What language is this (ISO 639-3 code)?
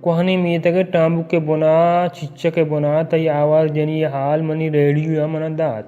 bal